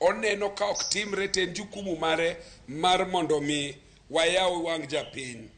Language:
Luo (Kenya and Tanzania)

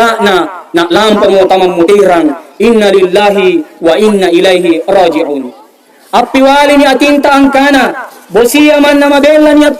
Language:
Makasar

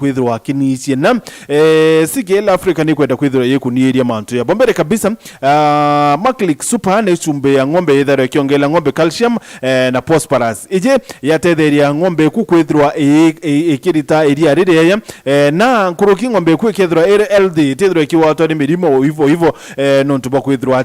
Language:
Meru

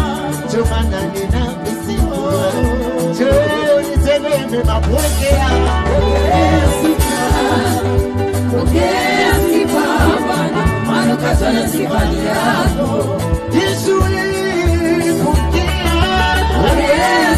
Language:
Swahili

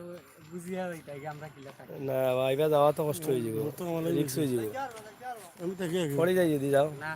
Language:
Sylheti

